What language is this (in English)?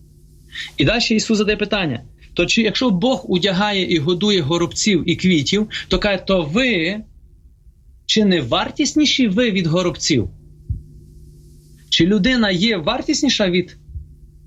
Ukrainian